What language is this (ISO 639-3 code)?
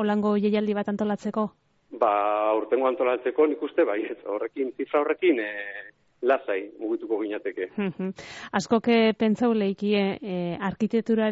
eus